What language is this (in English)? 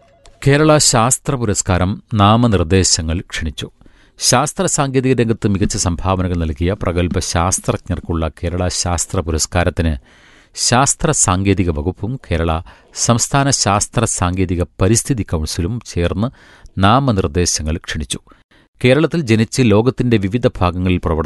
Malayalam